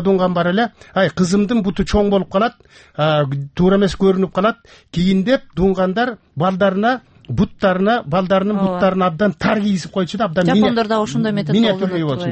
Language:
Kyrgyz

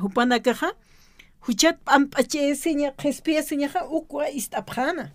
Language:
Aymara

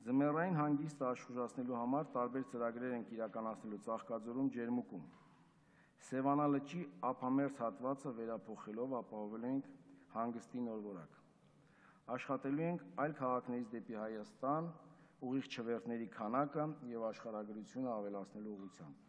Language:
Armenian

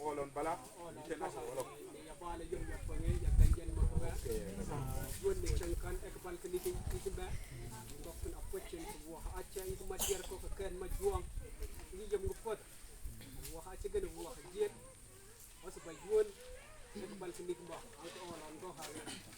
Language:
Mabaan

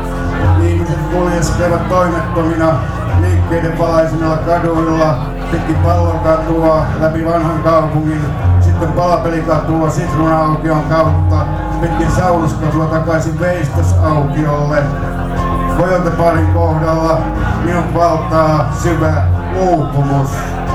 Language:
Finnish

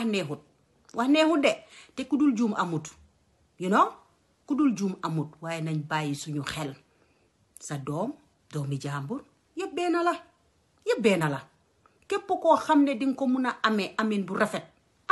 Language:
Wolof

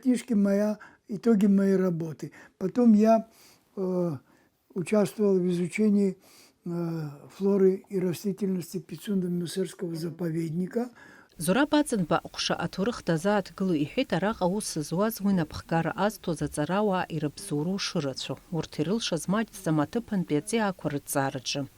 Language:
Abkhazian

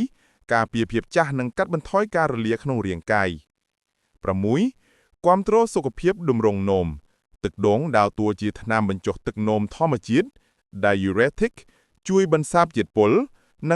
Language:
Khmer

